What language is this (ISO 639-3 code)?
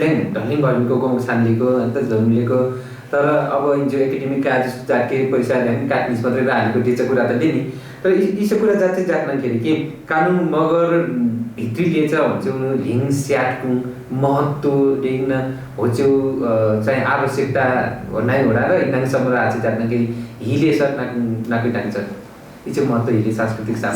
nep